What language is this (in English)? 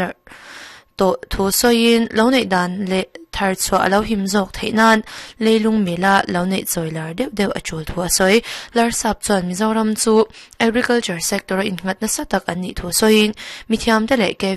Mizo